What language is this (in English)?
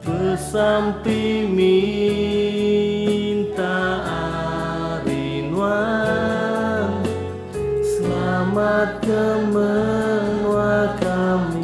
Iban